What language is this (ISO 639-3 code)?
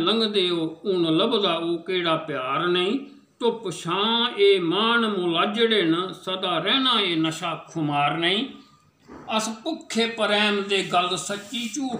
doi